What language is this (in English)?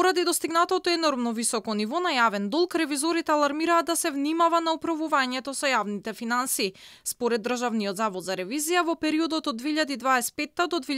Macedonian